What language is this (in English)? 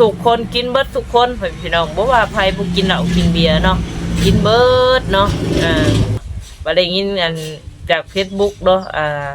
Northeastern Thai